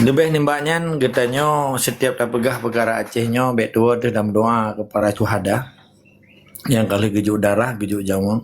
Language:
Achinese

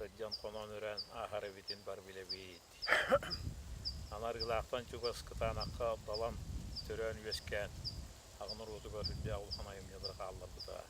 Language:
Yakut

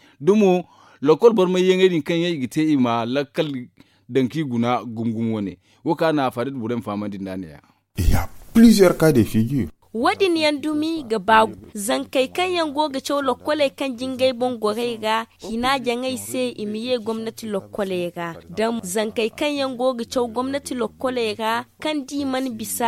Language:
Zarma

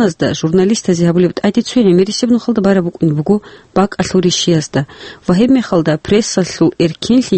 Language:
Avaric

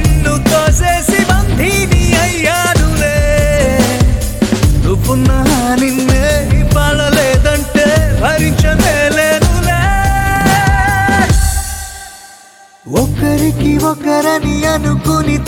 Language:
Telugu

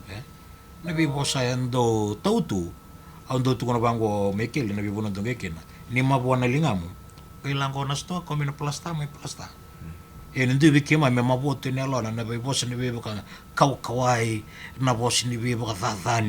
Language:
Fijian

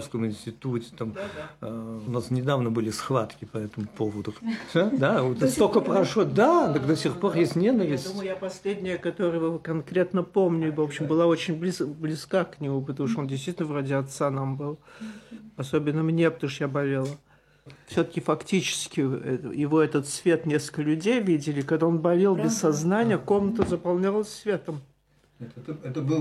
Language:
Russian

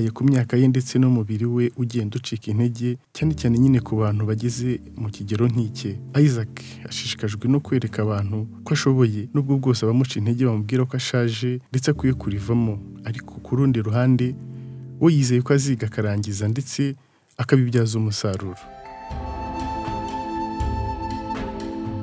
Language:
Kinyarwanda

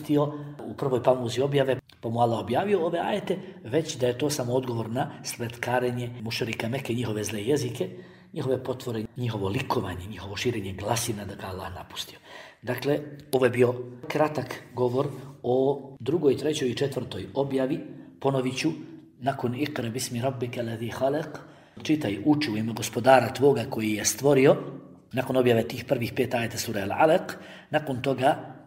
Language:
Bosnian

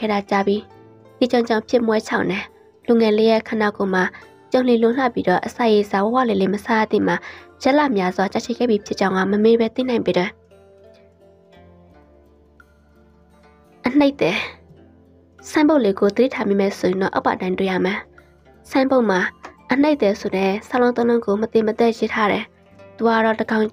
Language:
Burmese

